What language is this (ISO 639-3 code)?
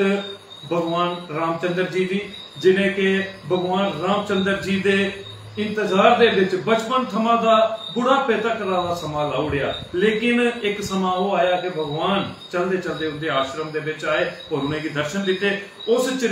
doi